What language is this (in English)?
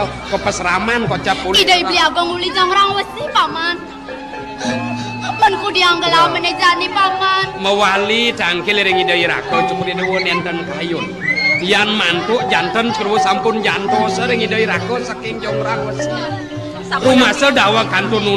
Balinese